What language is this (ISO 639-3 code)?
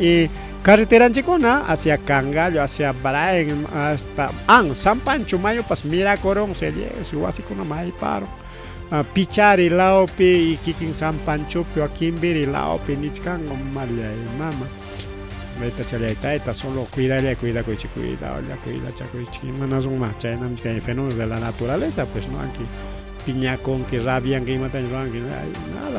quy